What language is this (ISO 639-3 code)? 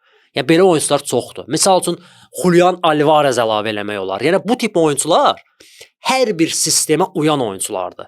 aze